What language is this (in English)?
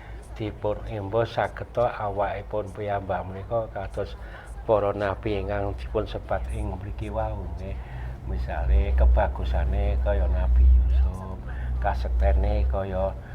Javanese